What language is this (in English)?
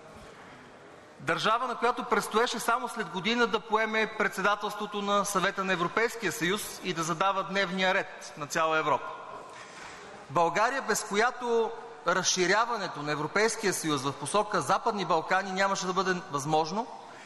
Bulgarian